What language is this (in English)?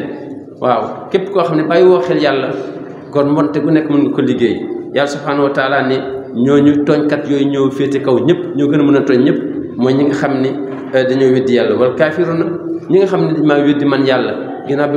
Wolof